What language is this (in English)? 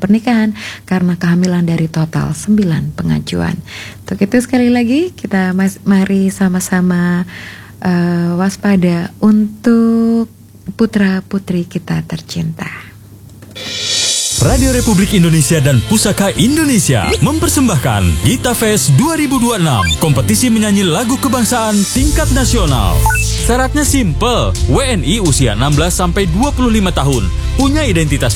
Indonesian